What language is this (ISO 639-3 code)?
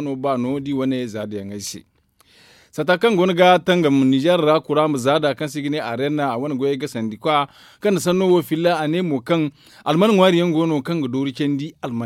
dje